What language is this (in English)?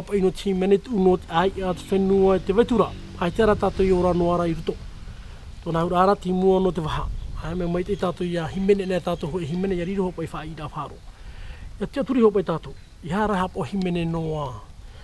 Tahitian